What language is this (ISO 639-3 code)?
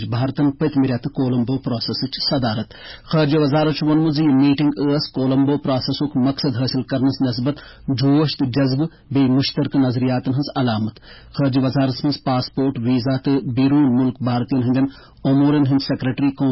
kas